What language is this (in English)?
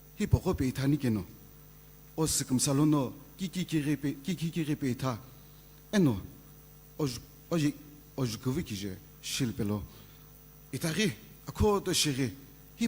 Sumi Naga